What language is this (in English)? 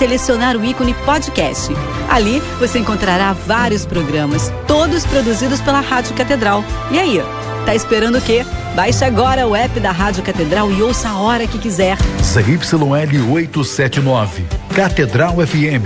Portuguese